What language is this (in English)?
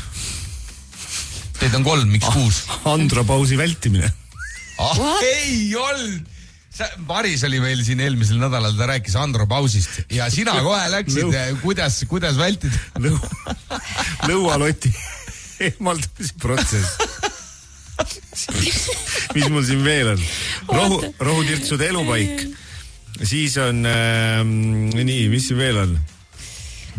Estonian